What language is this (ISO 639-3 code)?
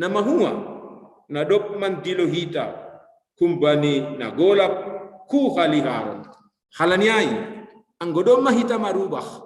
bts